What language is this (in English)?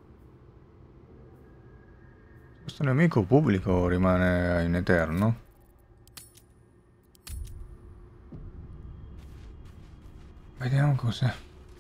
Italian